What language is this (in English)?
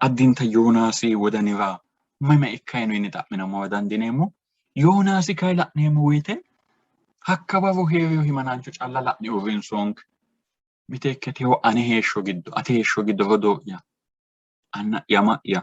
Sidamo